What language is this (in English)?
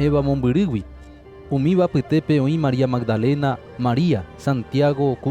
Guarani